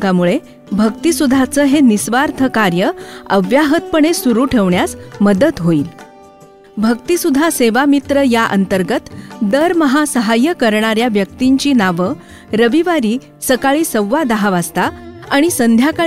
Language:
Marathi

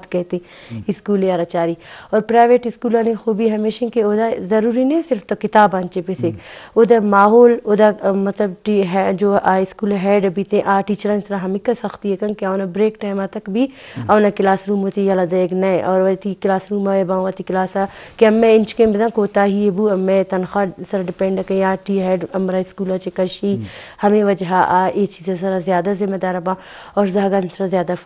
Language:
Baluchi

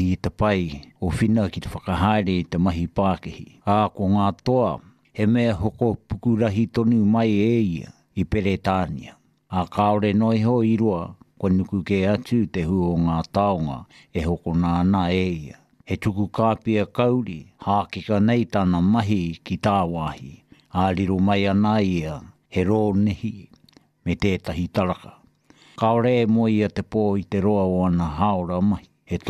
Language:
Māori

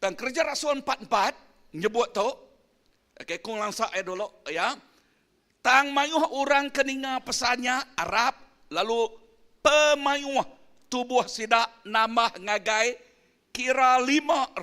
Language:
Iban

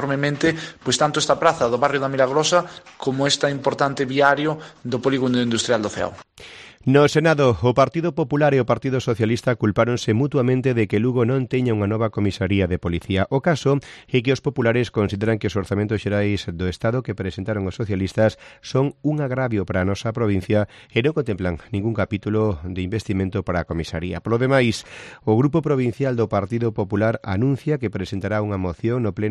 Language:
Galician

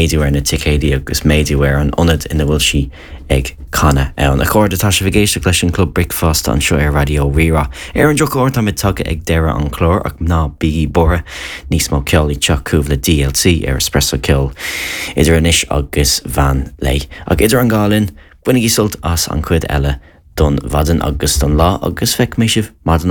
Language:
Irish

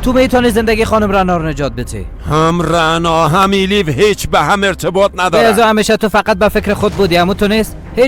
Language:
Persian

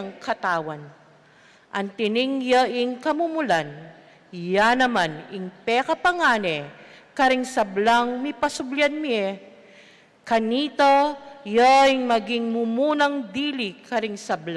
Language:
Pampanga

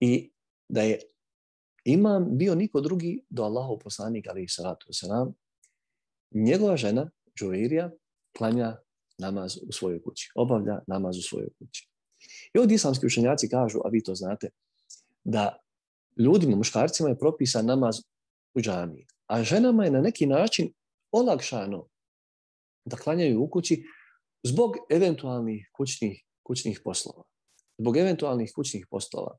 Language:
Bosnian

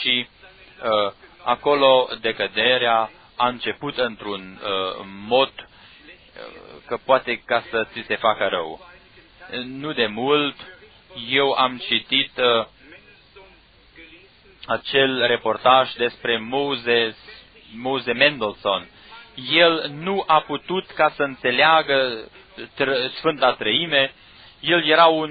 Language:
Romanian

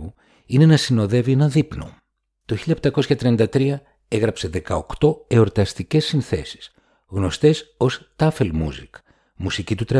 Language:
Greek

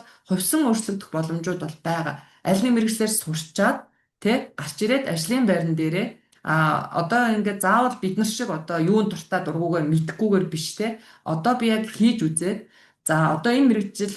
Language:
Mongolian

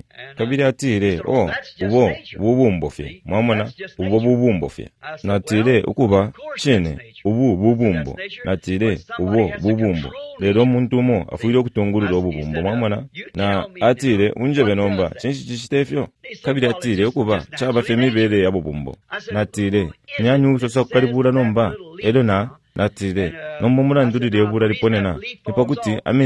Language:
Bemba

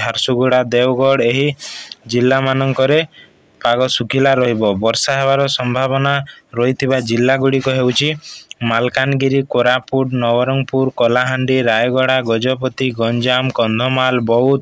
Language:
Odia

